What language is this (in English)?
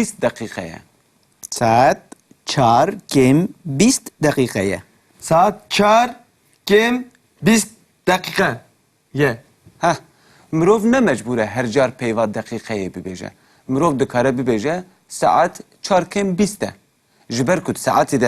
Kurdish